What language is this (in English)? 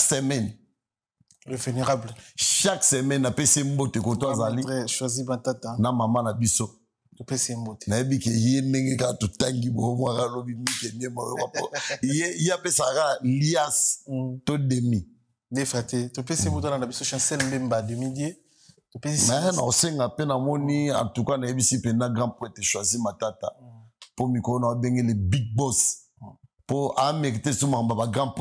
Lingala